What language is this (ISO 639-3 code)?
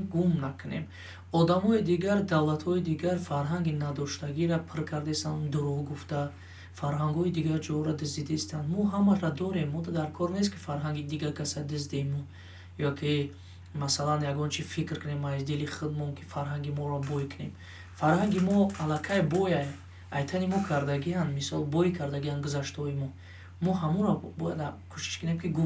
tgk